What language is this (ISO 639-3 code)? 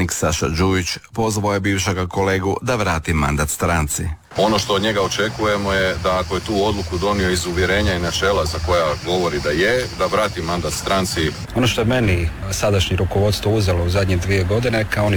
hrv